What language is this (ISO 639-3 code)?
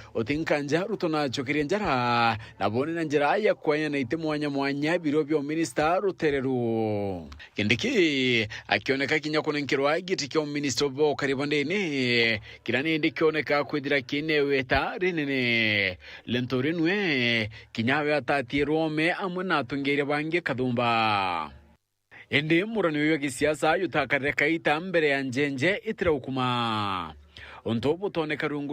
mer